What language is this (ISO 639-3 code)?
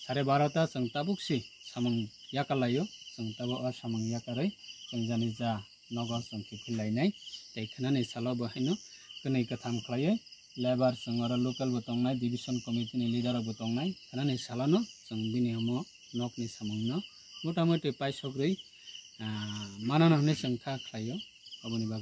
trp